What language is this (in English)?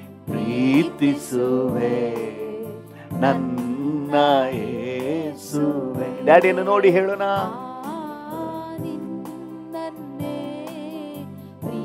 Kannada